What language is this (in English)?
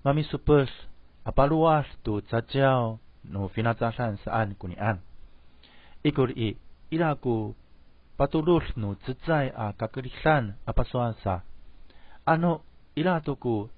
Amis